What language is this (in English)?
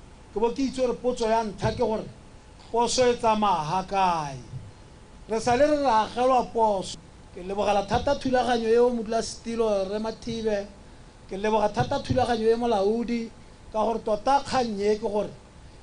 Tswana